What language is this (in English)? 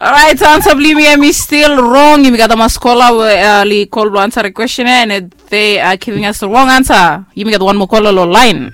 Bislama